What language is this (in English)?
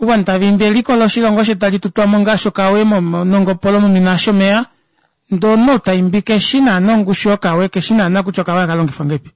Kuanyama